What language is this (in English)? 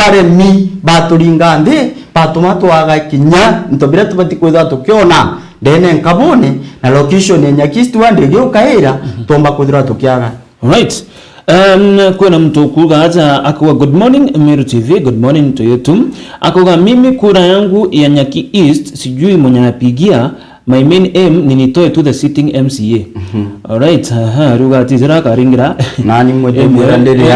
Meru